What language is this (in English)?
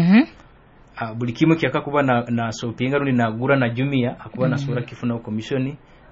Nyoro